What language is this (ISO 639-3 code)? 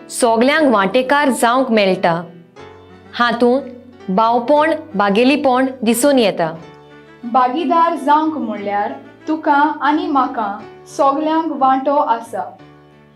kok